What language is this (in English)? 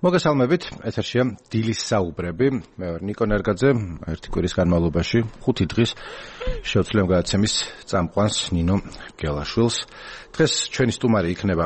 Georgian